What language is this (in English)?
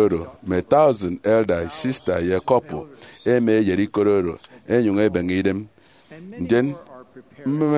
Efik